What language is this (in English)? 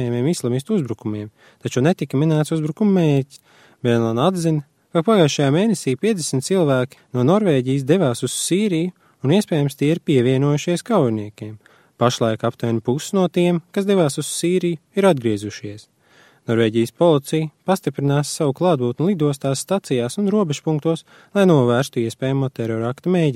Latvian